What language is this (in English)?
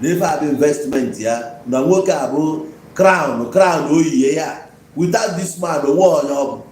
Igbo